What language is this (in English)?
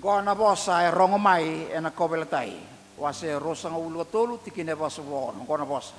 Fijian